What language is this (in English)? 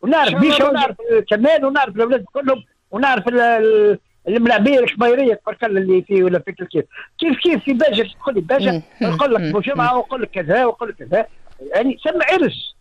Tunisian Arabic